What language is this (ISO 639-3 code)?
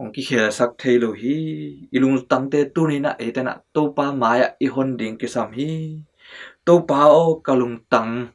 ctd